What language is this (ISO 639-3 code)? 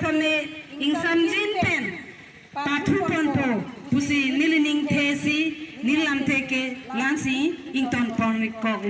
mjw